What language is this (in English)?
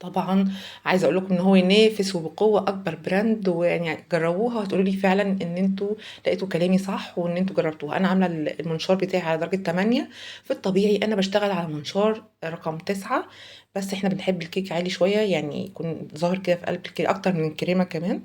Egyptian Arabic